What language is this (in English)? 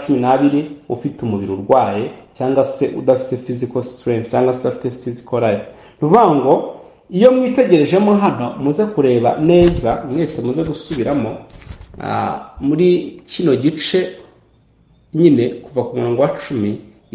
Kinyarwanda